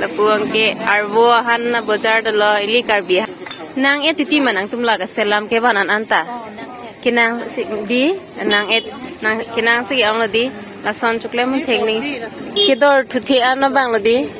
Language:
Karbi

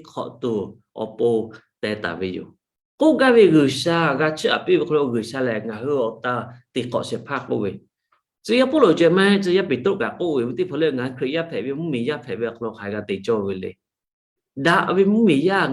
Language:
Lahu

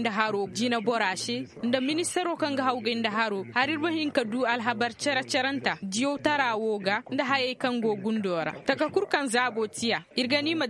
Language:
Koyraboro Senni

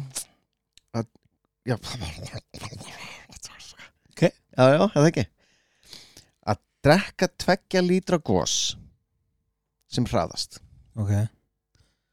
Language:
Icelandic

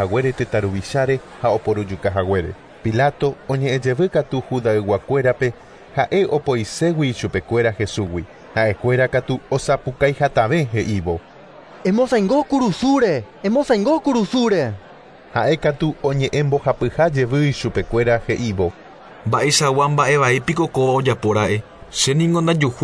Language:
Guarani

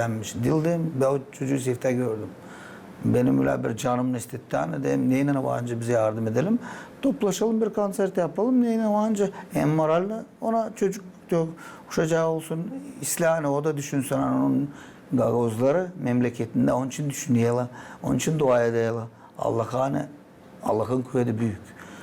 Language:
Gagauz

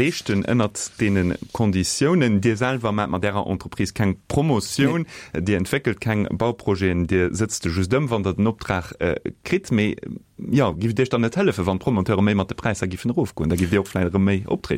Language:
Luxembourgish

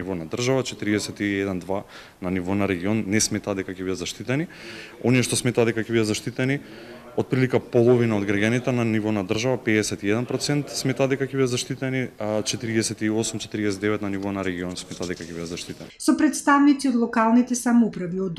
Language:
Macedonian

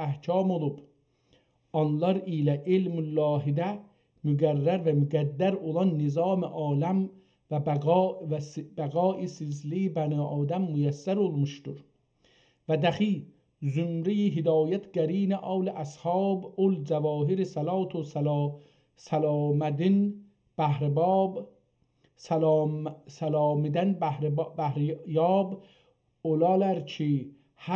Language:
South Azerbaijani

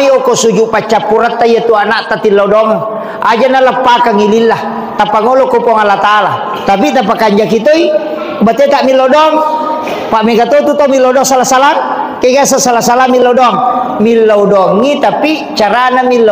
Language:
Buginese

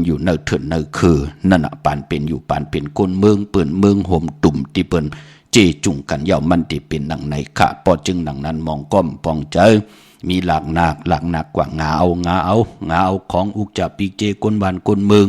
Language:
Shan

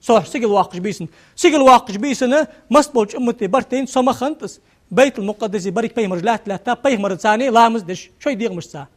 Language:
Ingush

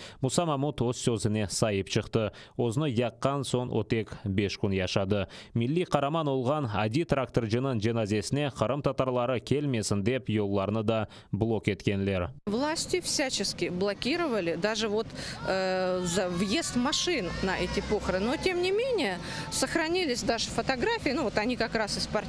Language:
Crimean Tatar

